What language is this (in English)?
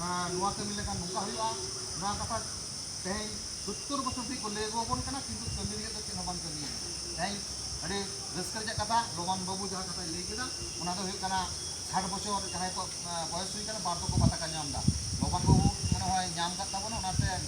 Santali